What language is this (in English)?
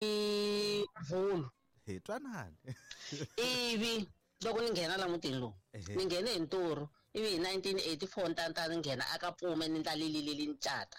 Tsonga